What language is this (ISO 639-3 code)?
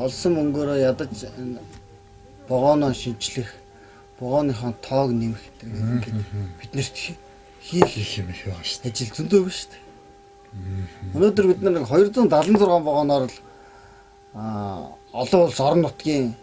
mon